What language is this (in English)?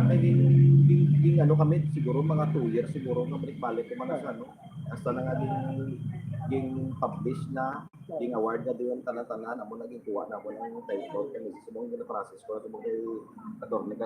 Hiligaynon